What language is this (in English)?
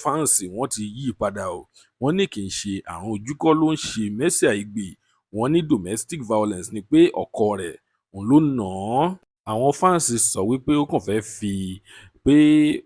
Yoruba